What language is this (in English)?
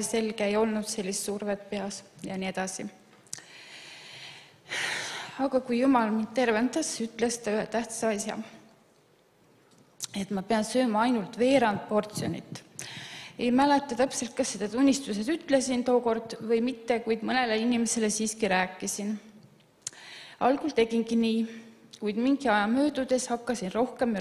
Estonian